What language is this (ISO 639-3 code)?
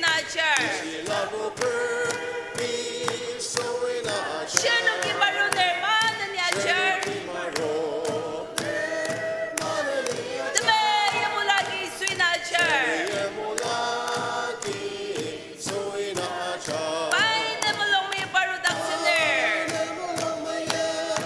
njo